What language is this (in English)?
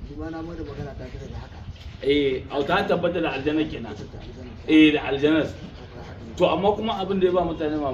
Hausa